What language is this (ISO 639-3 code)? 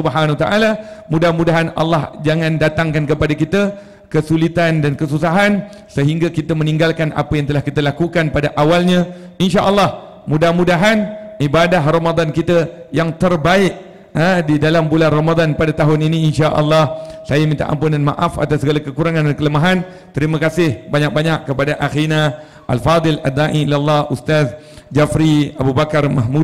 msa